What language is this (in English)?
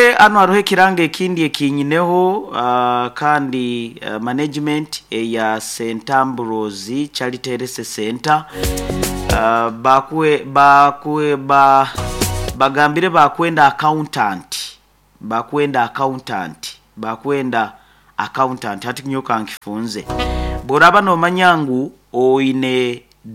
Nyoro